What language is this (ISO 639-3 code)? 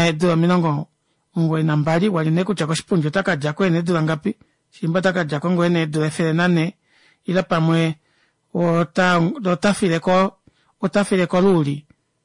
kua